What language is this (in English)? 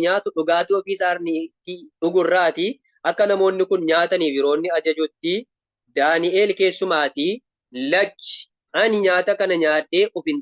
Oromo